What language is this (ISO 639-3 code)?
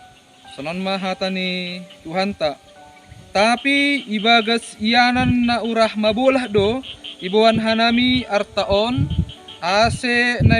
bts